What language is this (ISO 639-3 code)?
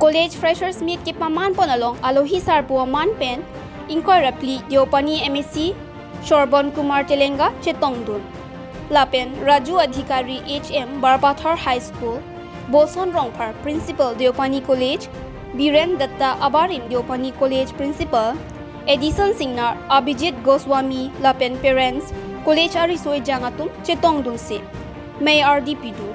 mjw